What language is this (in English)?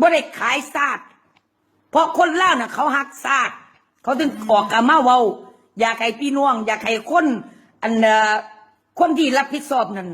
Lao